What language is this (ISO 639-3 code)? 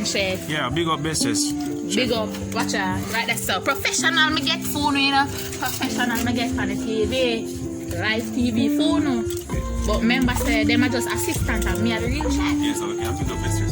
jam